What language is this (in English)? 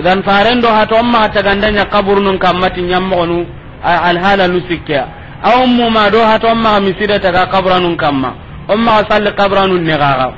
Soninke